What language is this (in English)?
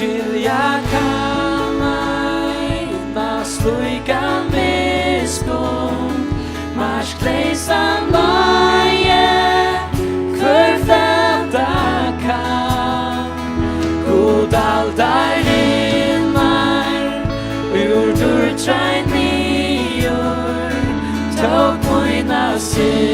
Faroese